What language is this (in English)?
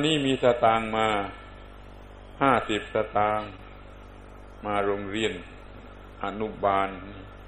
Thai